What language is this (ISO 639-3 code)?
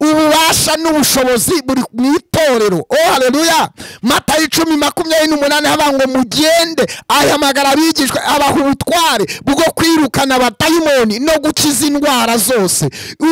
kin